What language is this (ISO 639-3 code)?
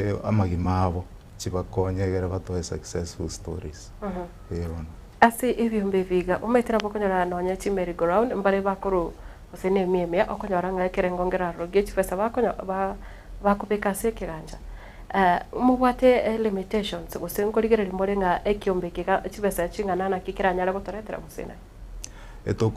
guz